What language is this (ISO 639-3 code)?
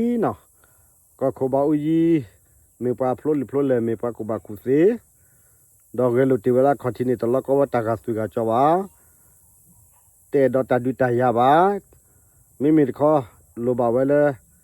ksw